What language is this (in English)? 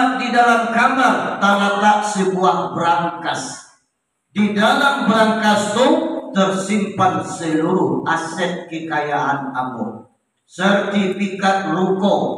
Minangkabau